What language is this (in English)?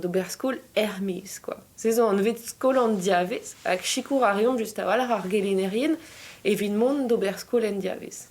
Breton